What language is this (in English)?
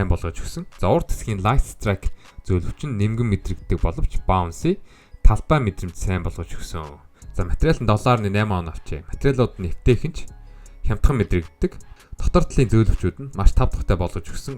Mongolian